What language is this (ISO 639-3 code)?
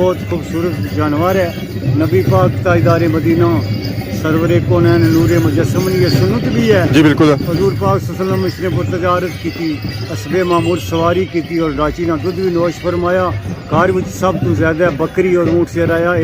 phr